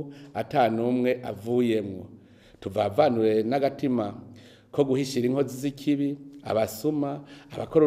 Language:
Rundi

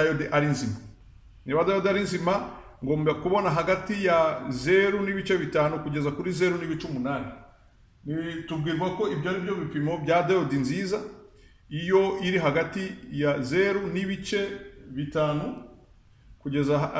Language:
Kinyarwanda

